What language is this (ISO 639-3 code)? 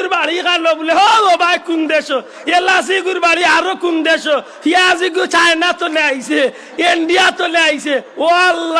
syl